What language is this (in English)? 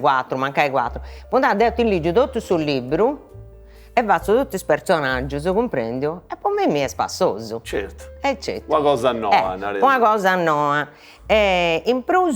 Sardinian